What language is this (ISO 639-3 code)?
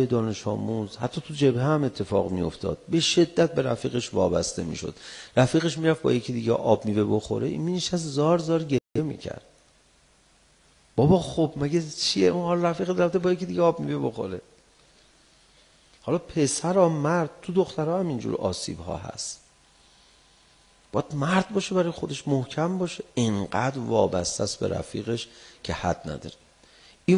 fas